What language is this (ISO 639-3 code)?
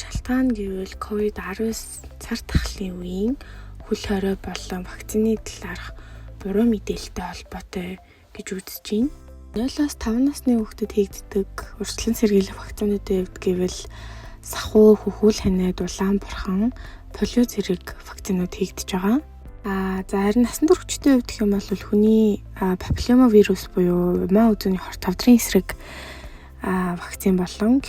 mon